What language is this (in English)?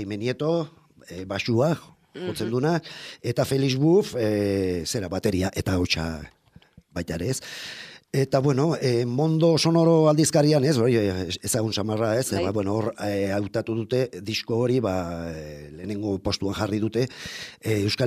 Basque